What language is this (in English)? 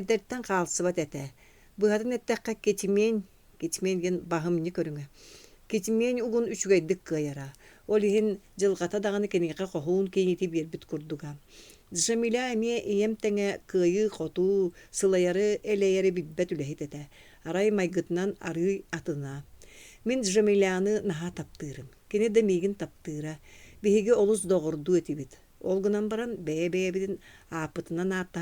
Yakut